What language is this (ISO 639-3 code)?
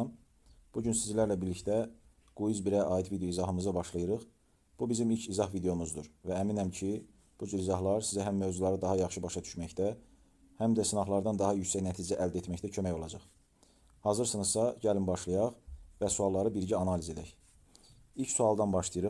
aze